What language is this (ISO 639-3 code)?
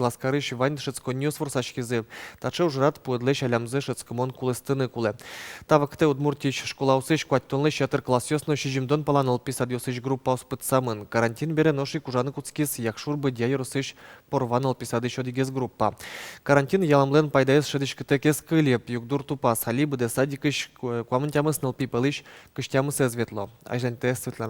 udm